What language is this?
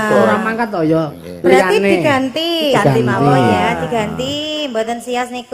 Javanese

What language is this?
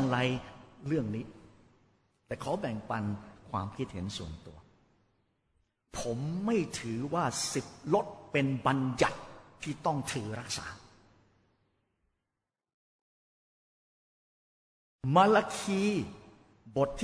Thai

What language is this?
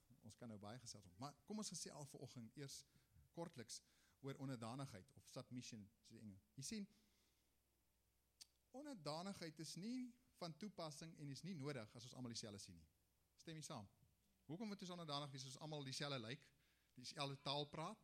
Afrikaans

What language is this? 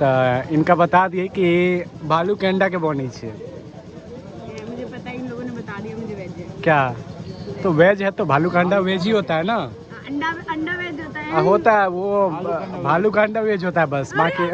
Maithili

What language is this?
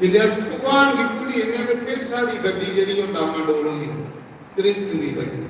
Dogri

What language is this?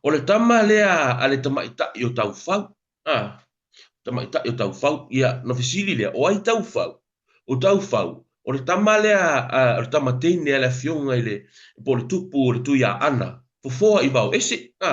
Samoan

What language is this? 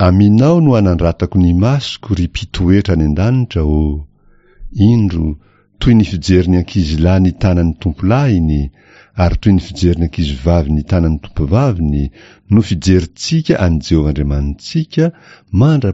Malagasy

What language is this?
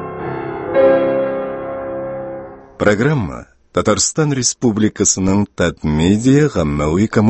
Tatar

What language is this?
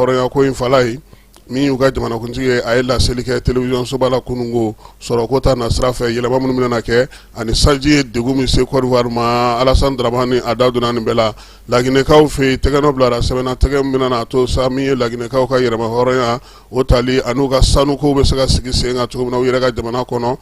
Bambara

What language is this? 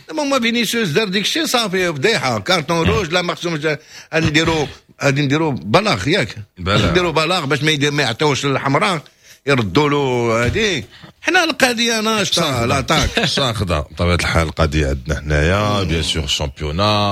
Moroccan Arabic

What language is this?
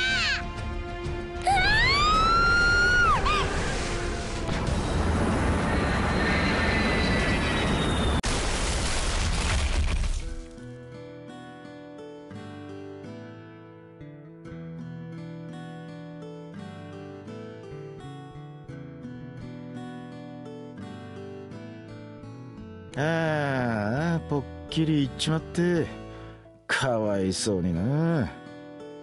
Japanese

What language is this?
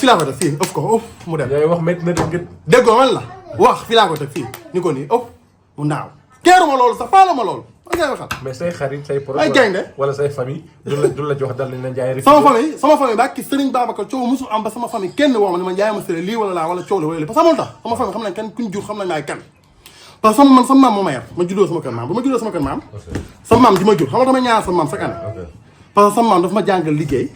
Wolof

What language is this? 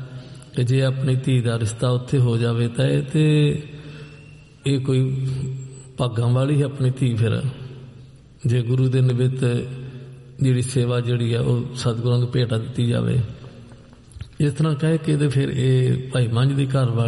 Punjabi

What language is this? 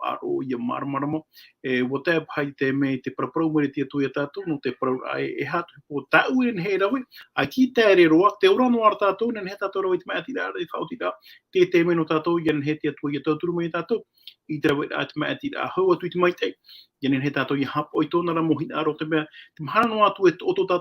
Tahitian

